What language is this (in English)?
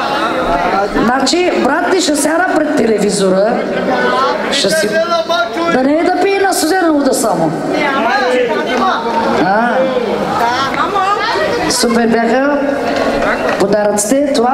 Bulgarian